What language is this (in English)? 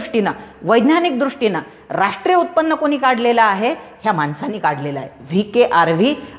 Marathi